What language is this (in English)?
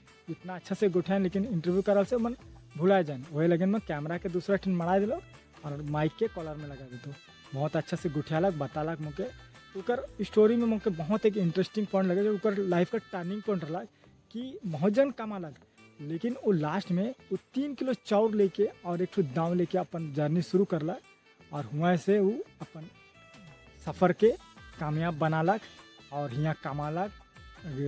Sadri